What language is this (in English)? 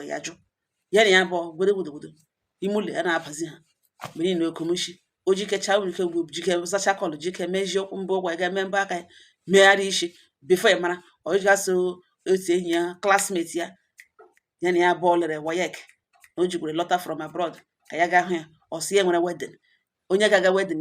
Igbo